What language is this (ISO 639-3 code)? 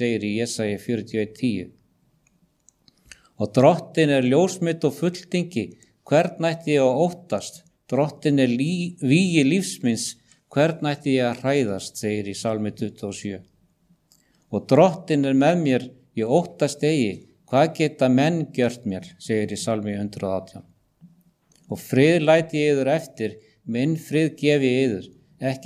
isl